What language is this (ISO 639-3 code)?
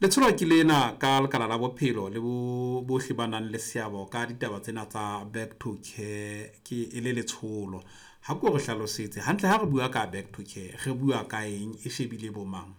sot